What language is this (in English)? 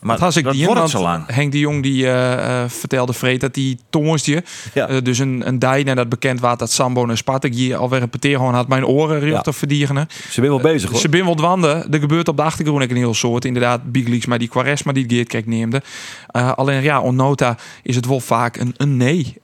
Western Frisian